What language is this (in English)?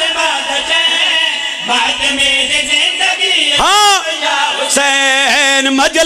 Pahari-Potwari